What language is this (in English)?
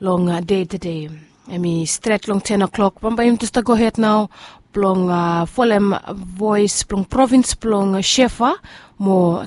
Bislama